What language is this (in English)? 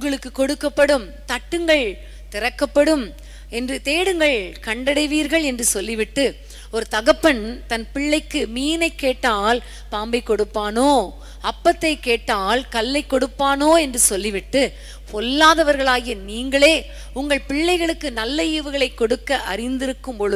Tamil